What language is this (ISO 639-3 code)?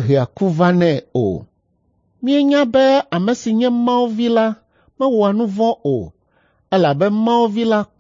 ewe